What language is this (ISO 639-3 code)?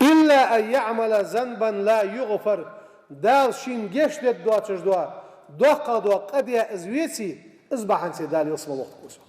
inh